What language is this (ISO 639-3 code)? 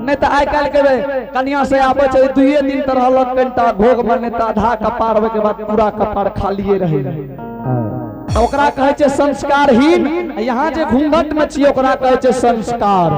anp